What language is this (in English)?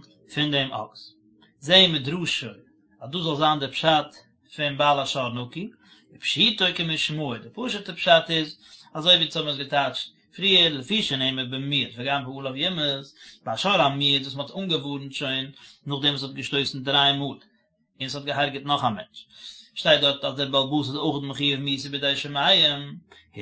Yiddish